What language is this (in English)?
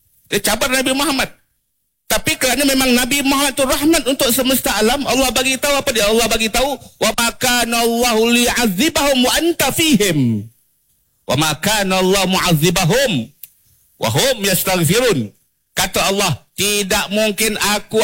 Malay